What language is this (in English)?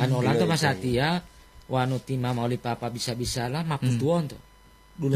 Gorontalo